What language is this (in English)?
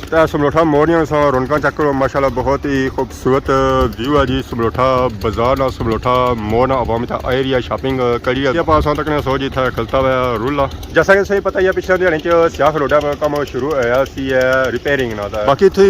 Pahari-Potwari